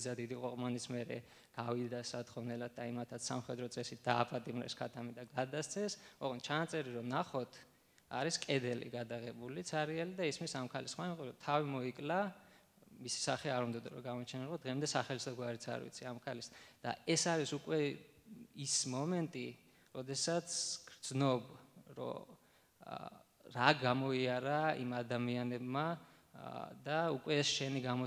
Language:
Georgian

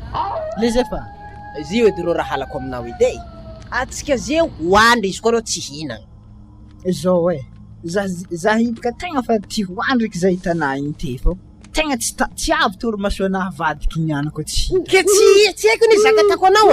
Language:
Malagasy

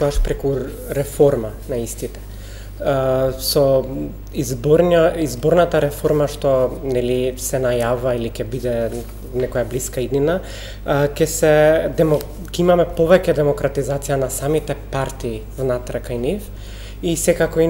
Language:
Macedonian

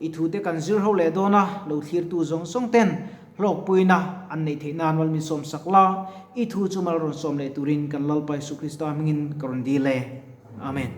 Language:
Mizo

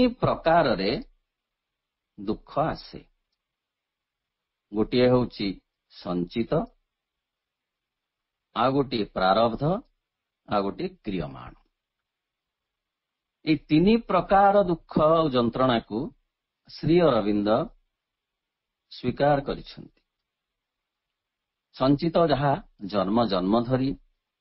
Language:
Odia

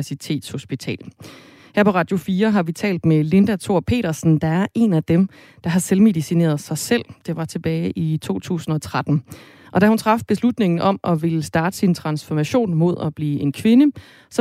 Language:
Danish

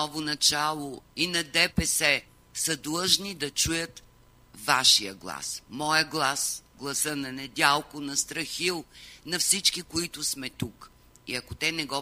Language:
Bulgarian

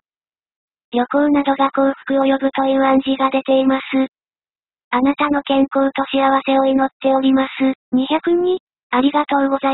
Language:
Japanese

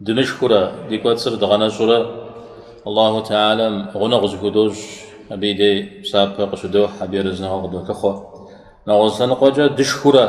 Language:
Kabardian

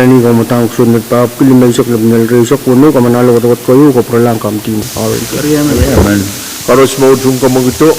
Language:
Pohnpeian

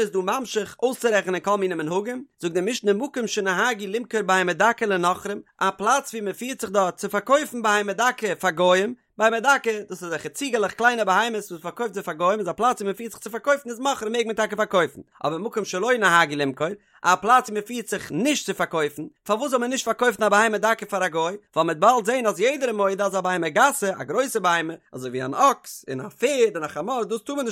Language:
Yiddish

